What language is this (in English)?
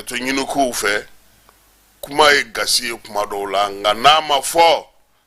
Bambara